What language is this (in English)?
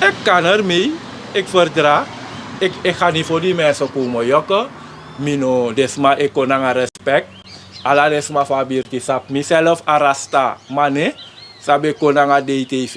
Sranan Tongo